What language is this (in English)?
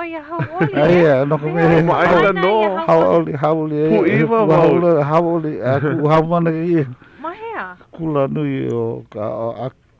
Hawaiian